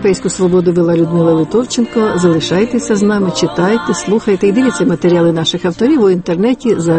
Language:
Ukrainian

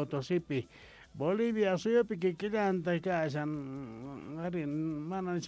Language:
Quechua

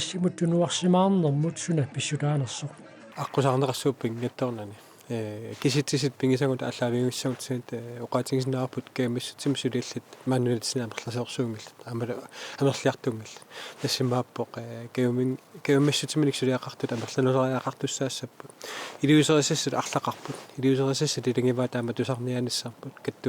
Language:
Kalaallisut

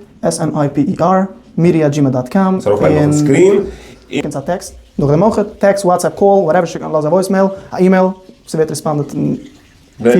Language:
Yiddish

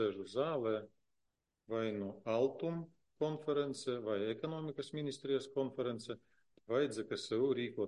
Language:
Latvian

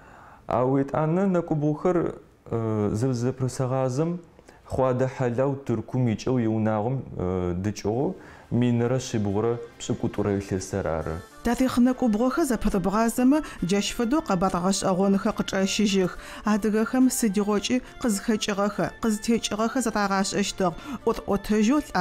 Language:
Adyghe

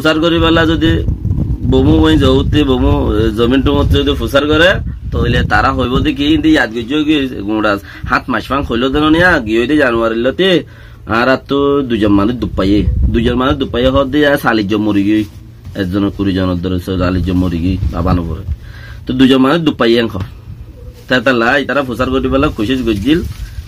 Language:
Rohingya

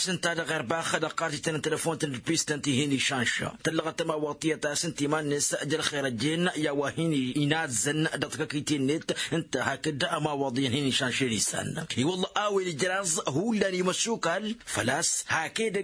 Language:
Tamasheq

